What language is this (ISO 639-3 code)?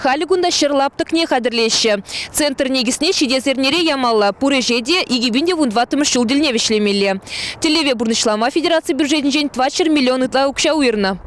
chv